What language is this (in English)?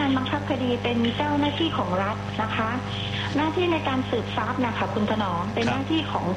Thai